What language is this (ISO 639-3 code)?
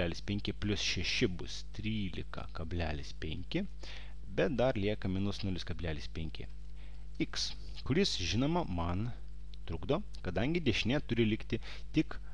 lit